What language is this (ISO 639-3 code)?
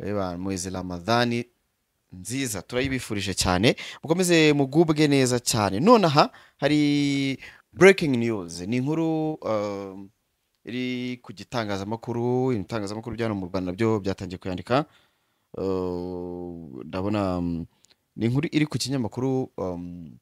kin